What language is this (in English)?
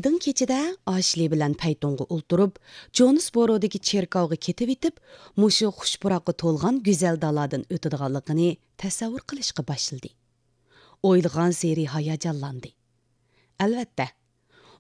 Uyghur